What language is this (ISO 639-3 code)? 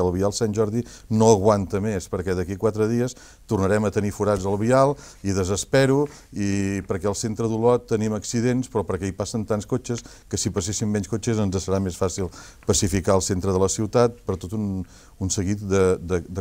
cat